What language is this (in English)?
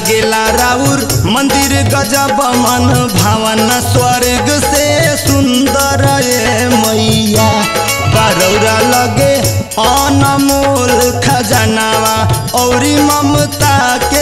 Bhojpuri